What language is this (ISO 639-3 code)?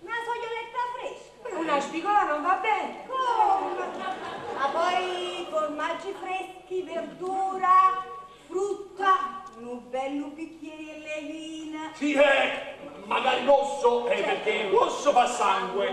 nap